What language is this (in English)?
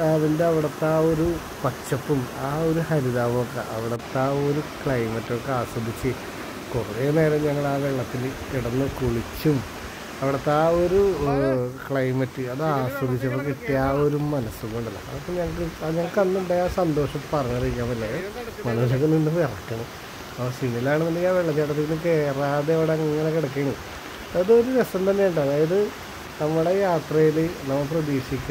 Malayalam